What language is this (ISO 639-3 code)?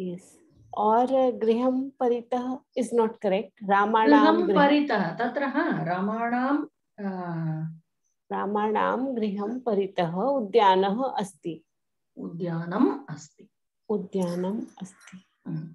san